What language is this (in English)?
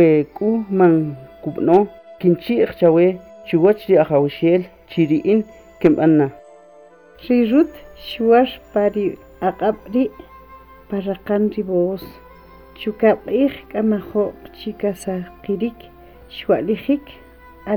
Kʼicheʼ